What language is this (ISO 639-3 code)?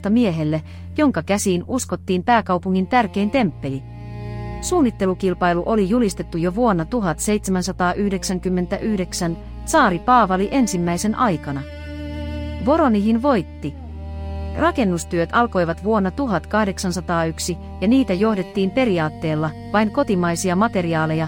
fin